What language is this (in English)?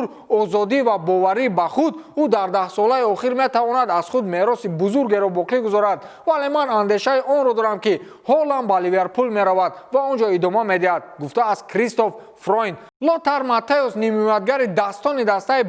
Tajik